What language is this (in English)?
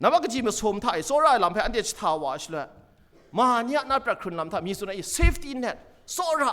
Kachin